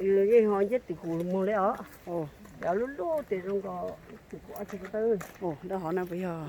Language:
Hmong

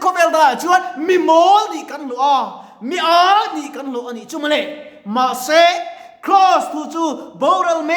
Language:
Mizo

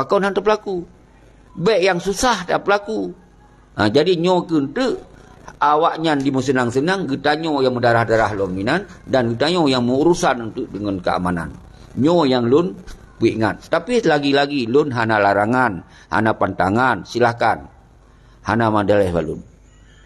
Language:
Achinese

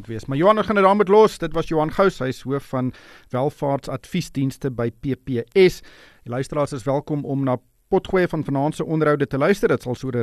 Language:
Afrikaans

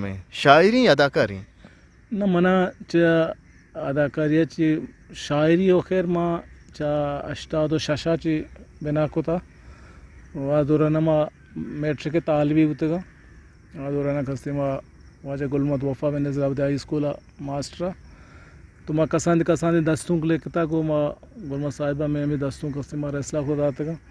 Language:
Eastern Balochi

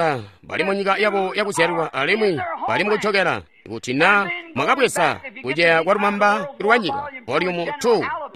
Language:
Tonga (Zambia)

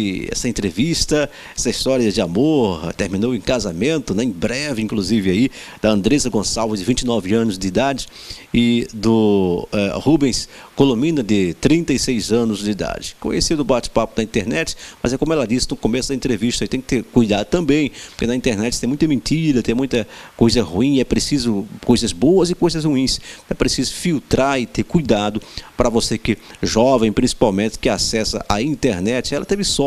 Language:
Portuguese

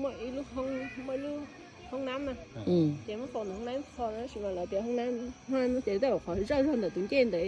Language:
Hmong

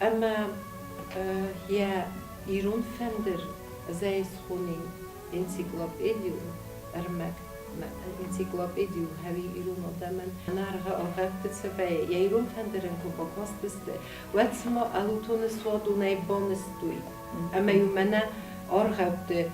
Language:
Ossetic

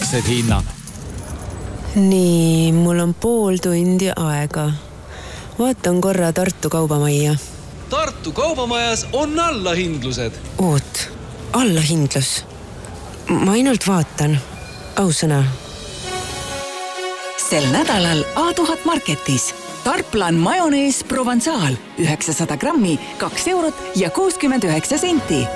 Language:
Estonian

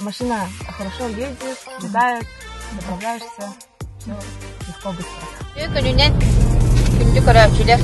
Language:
Yakut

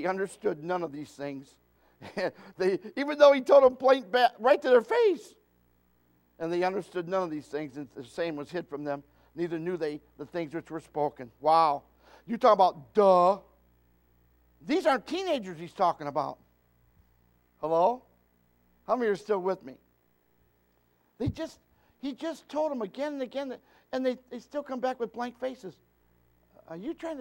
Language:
English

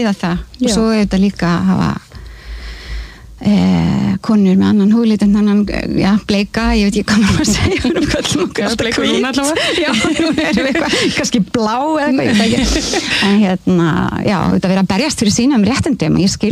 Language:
Icelandic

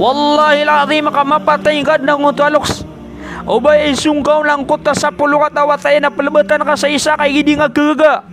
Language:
Maranao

